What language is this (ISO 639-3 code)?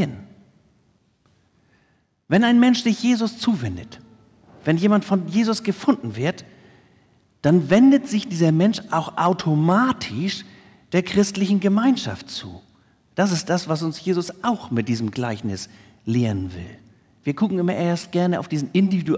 deu